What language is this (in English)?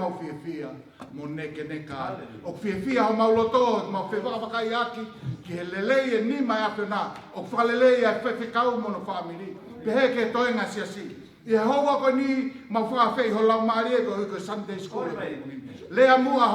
Tongan